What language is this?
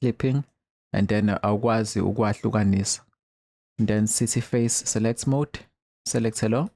Zulu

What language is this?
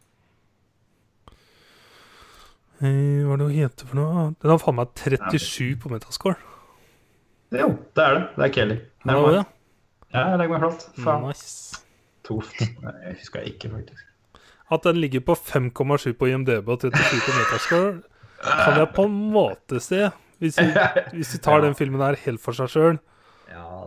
Norwegian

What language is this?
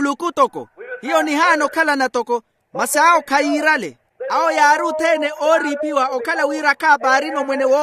Makhuwa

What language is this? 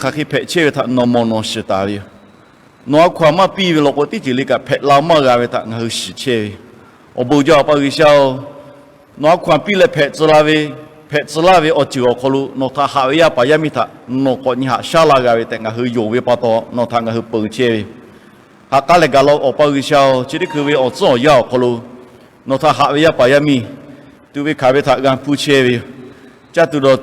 Lahu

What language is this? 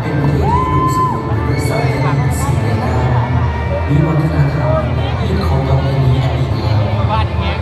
Lao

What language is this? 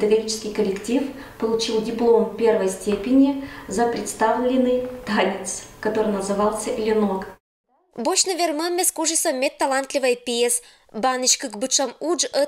Komi-Permyak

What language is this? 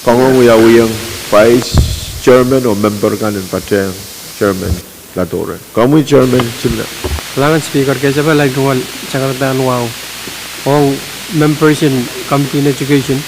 Pohnpeian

